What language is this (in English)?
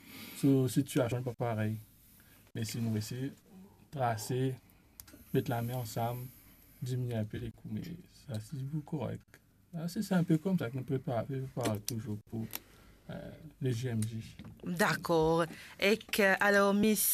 Morisyen